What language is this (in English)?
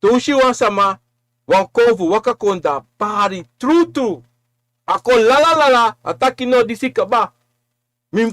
Sranan Tongo